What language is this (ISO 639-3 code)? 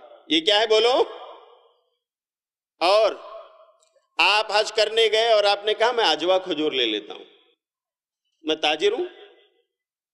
urd